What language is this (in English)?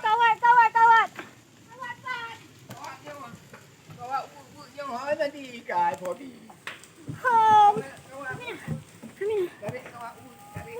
Achinese